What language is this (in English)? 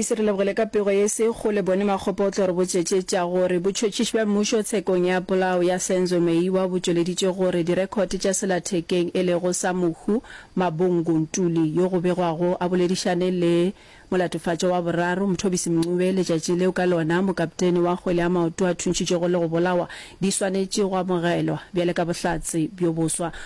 Northern Sotho